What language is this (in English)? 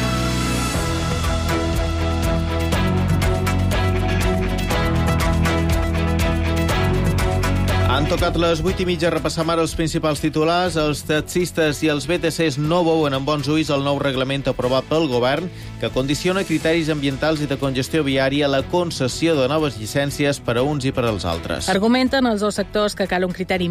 Catalan